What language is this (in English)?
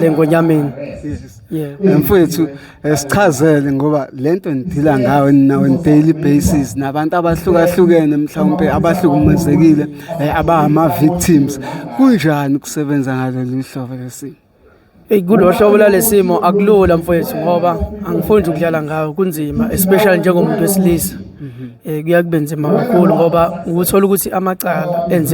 Zulu